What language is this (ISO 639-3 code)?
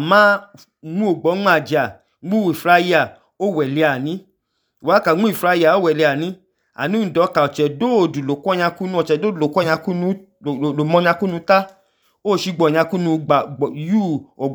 idu